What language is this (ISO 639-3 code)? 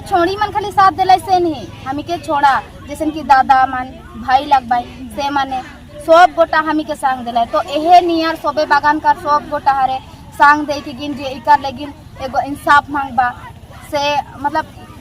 sck